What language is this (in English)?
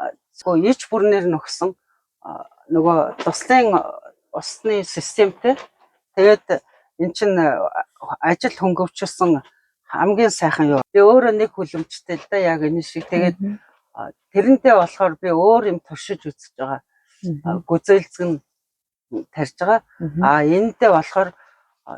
Mongolian